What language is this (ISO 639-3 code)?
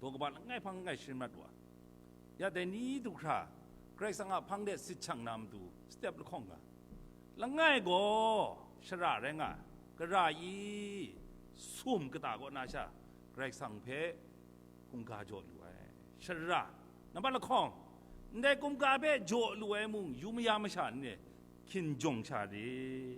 kac